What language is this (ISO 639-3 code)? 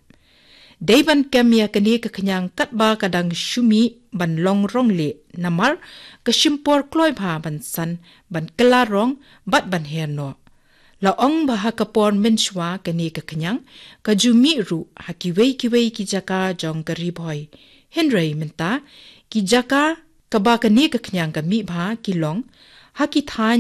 kha